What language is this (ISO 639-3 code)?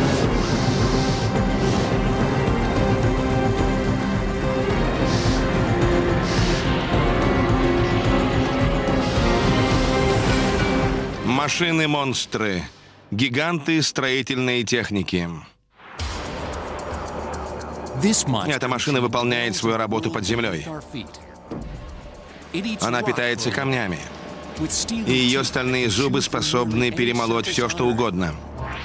rus